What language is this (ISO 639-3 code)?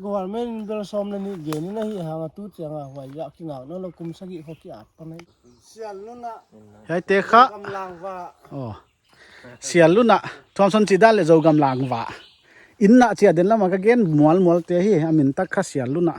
pck